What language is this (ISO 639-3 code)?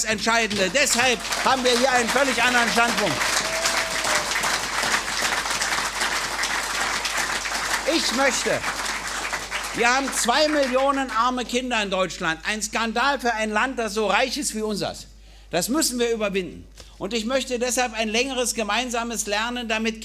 deu